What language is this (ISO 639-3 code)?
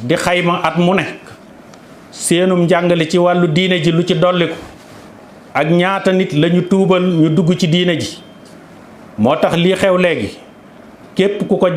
wol